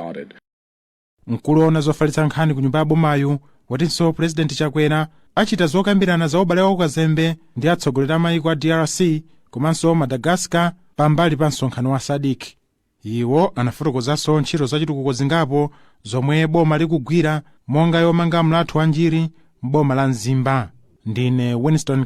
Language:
Nyanja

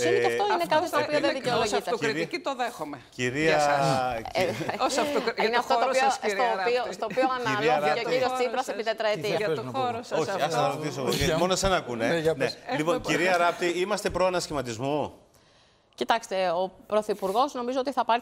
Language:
Greek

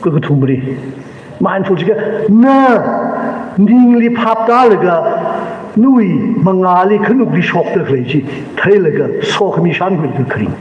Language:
Tangkhul Naga (India)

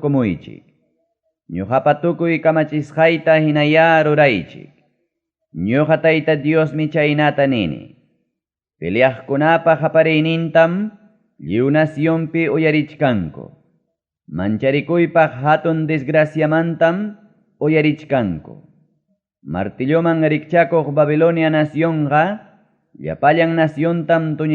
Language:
Ayacucho Quechua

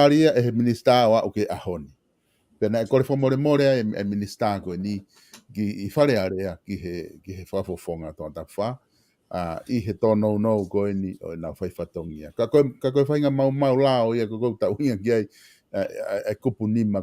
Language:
Tongan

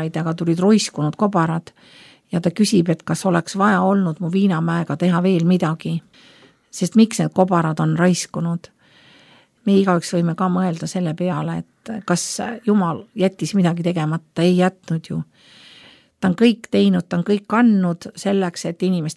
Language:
Estonian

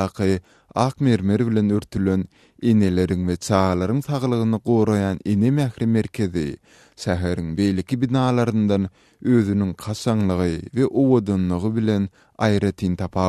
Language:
Turkmen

